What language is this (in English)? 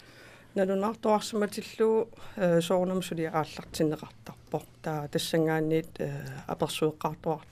Kalaallisut